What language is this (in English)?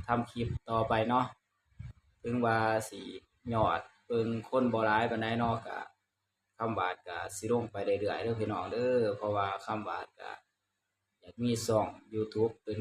Northeastern Thai